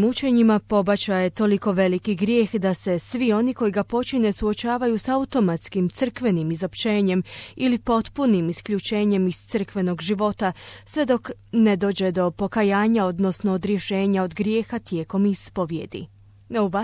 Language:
Croatian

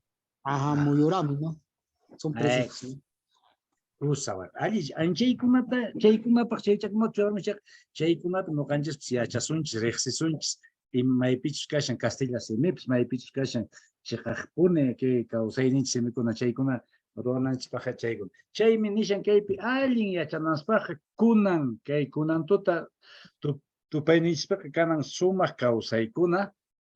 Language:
Quechua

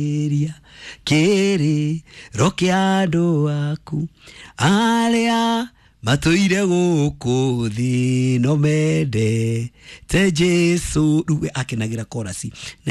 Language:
Kikuyu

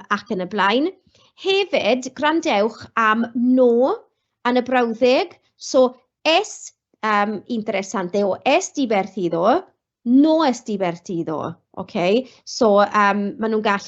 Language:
Welsh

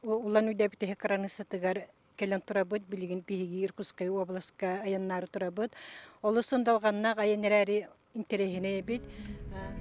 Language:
Yakut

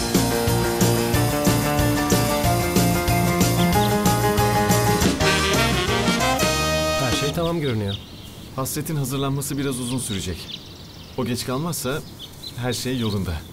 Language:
Turkish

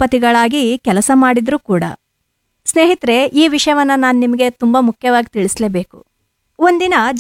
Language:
Kannada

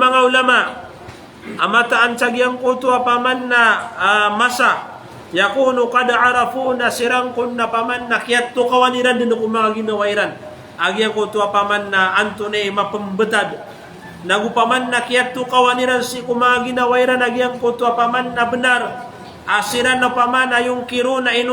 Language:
Maranao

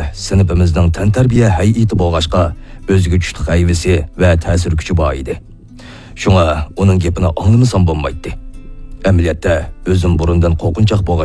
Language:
Uyghur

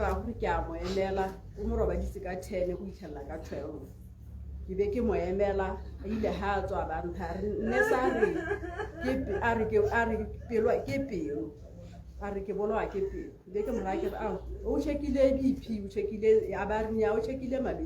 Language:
Tswana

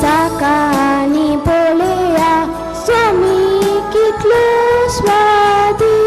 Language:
Konkani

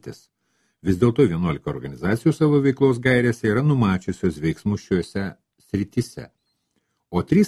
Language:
Lithuanian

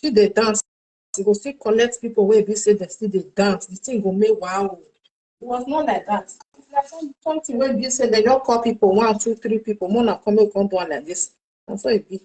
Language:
Nigerian Pidgin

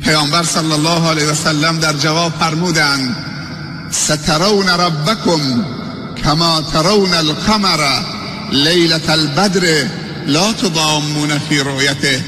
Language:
Tajik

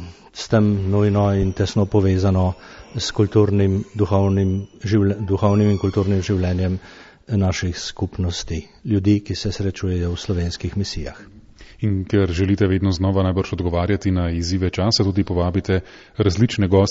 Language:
Slovenian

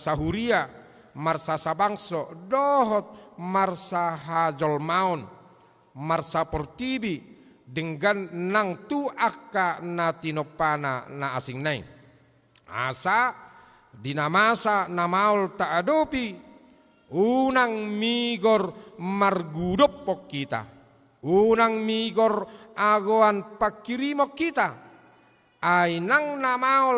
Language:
Batak Toba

